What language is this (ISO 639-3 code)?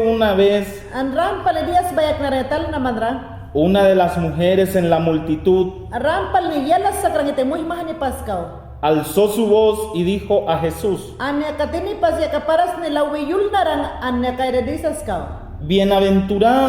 yan